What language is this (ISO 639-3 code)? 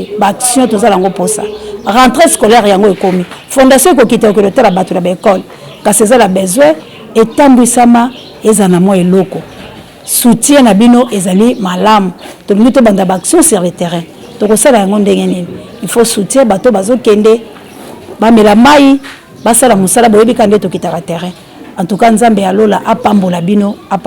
lin